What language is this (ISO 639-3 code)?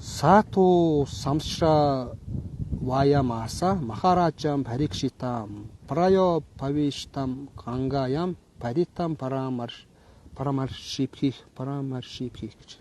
mon